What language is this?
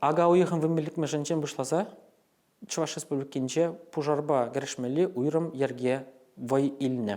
Chuvash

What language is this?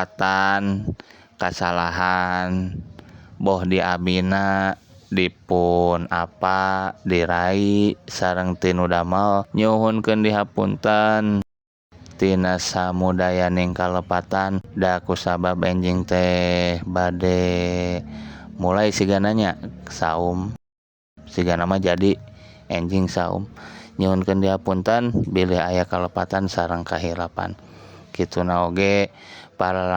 Sundanese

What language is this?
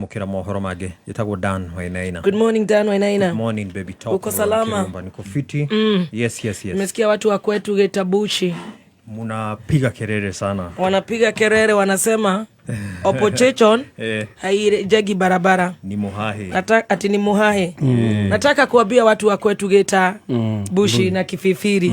Kikuyu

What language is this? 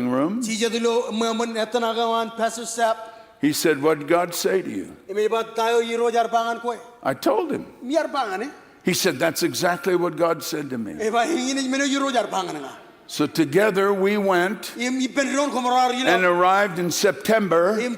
Marshallese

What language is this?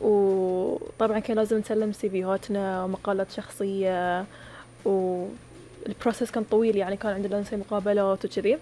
Gulf Arabic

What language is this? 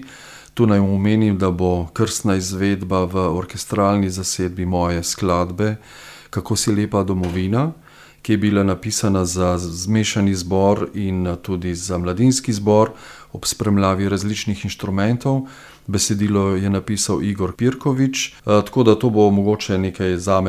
Slovenian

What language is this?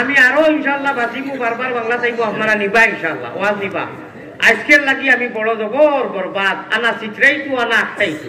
Sylheti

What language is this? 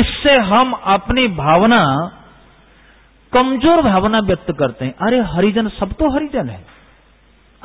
Hindi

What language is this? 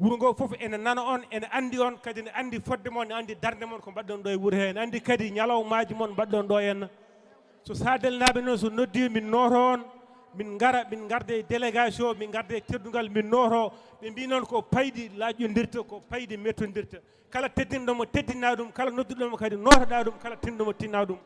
Fula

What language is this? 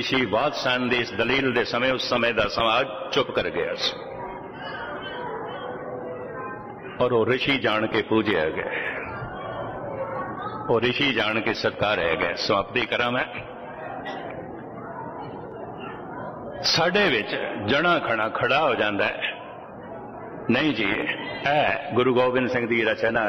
Punjabi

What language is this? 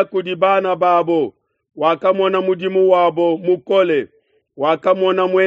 Luba-Lulua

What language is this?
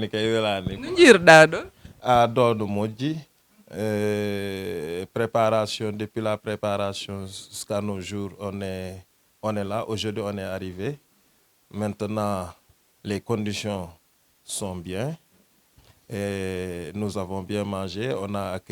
Fula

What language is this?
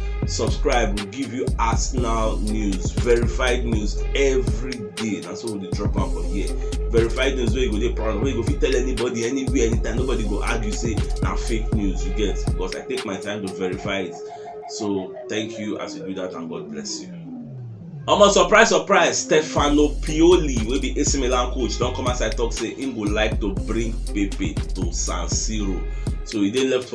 Nigerian Pidgin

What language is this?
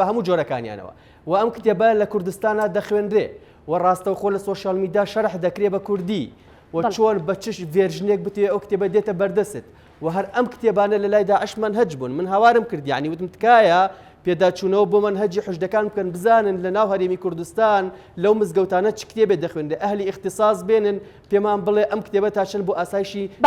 Central Kurdish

